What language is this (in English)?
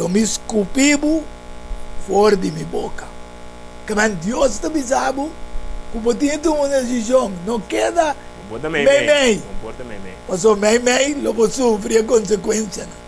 Papiamento